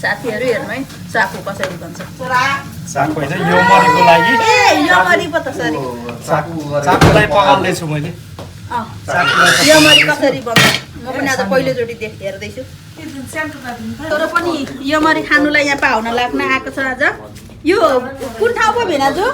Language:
Nepali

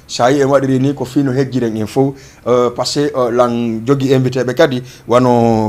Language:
Fula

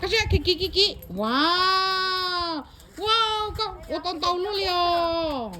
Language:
Hmong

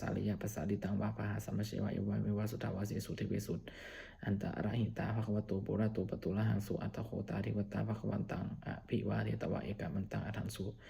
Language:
Pali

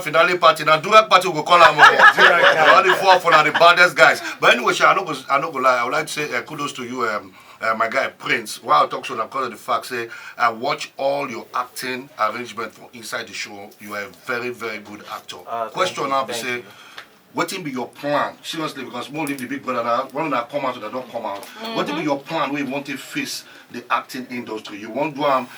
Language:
Nigerian Pidgin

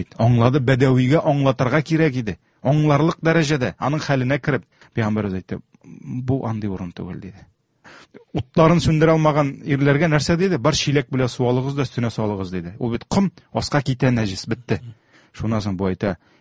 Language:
Tatar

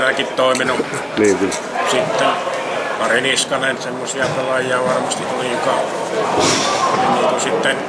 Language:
Finnish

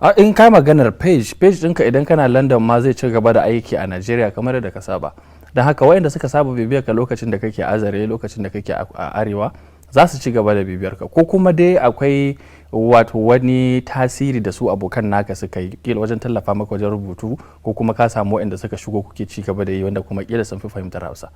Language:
Hausa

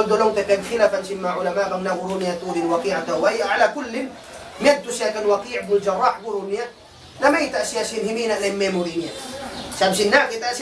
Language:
Tausug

